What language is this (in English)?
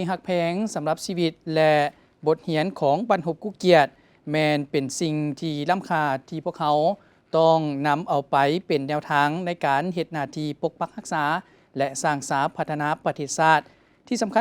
Lao